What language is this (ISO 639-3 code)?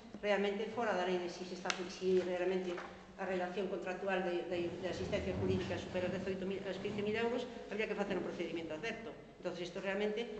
glg